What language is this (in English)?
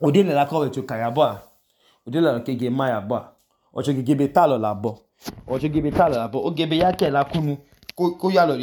Idoma